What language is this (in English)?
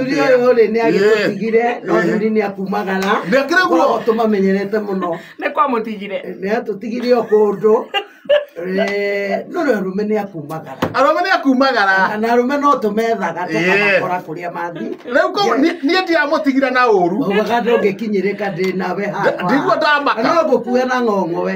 Kikuyu